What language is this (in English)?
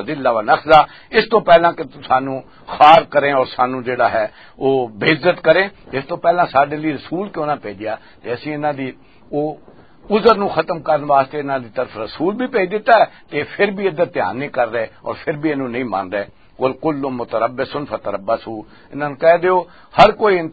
Western Panjabi